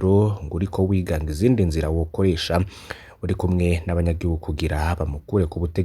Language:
Rundi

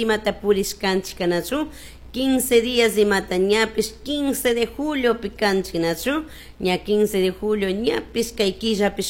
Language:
Chimborazo Highland Quichua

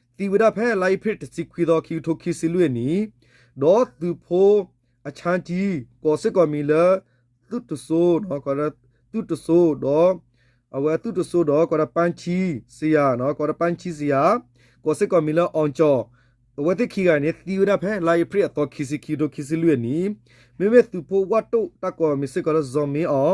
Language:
S'gaw Karen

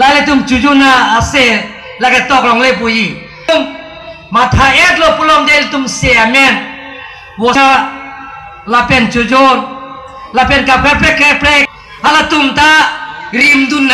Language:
Karbi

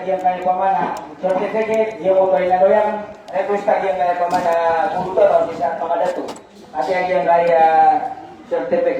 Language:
Maranao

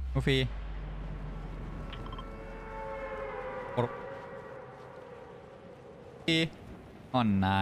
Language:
Danish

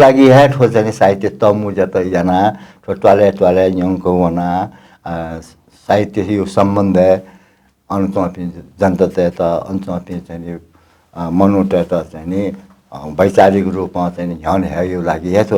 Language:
Newari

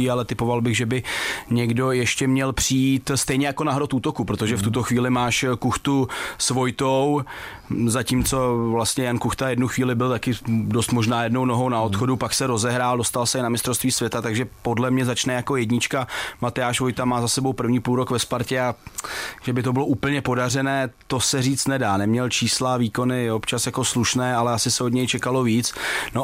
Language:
Czech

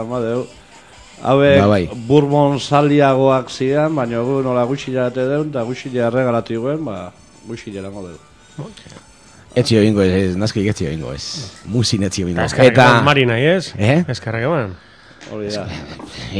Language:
Basque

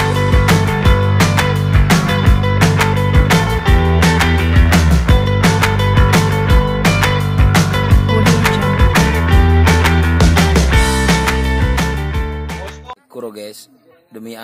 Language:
Indonesian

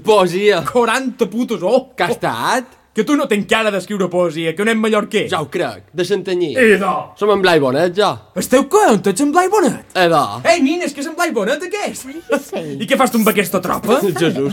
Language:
Catalan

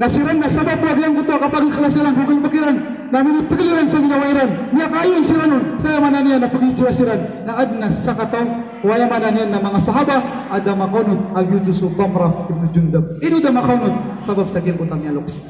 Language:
Maranao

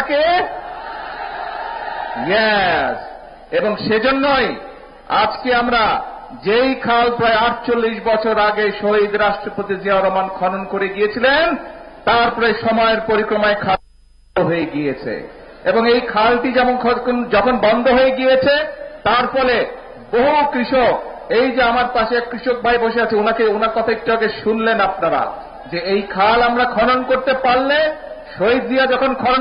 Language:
Bangla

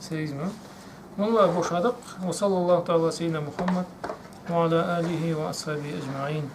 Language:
Karachay-Balkar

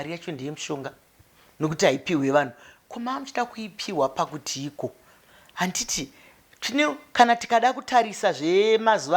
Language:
Shona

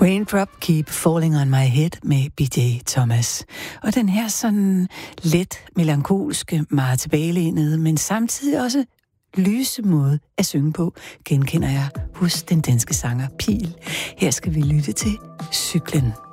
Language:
Danish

